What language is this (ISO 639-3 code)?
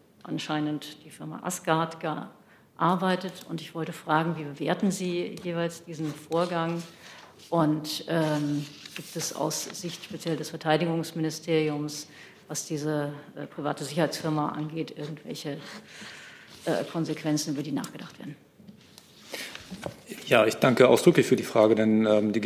deu